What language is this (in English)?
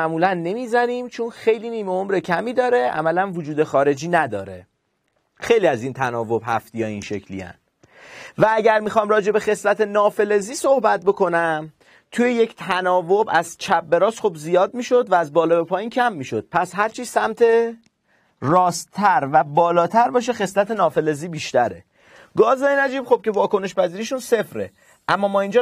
Persian